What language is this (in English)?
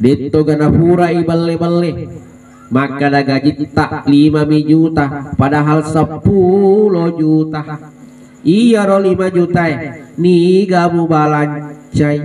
Buginese